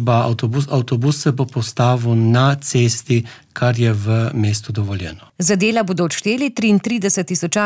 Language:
Slovenian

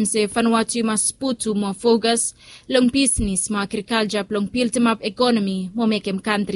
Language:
Bislama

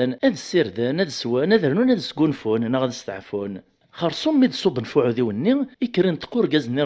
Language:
Kabyle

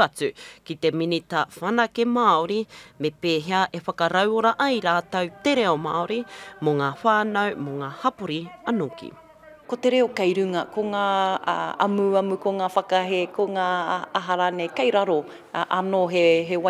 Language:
Māori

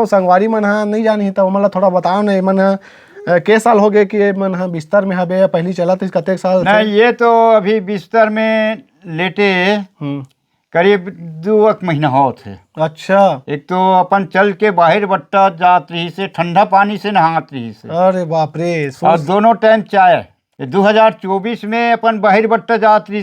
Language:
Chhattisgarhi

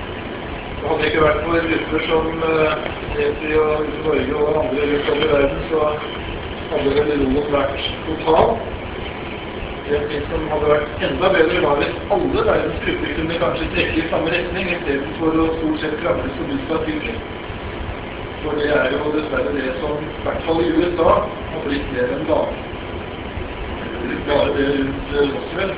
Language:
Norwegian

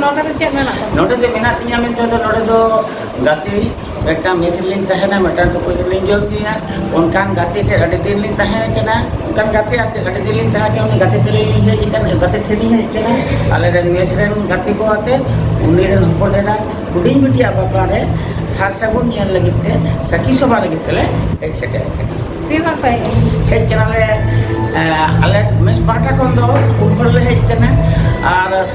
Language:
Santali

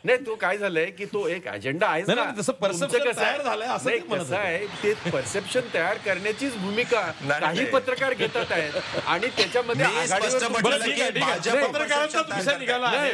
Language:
Marathi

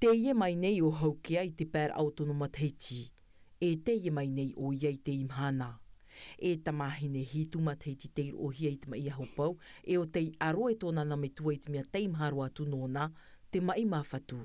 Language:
Tahitian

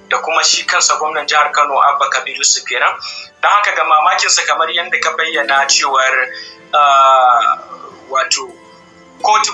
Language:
Hausa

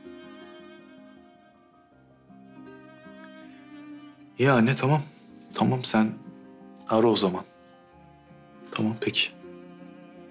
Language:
Turkish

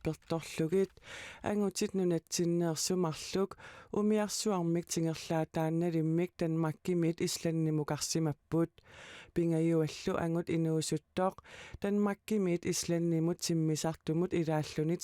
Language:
Kalaallisut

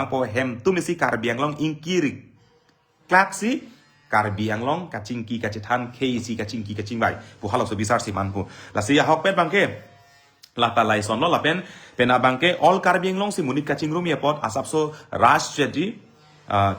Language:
Karbi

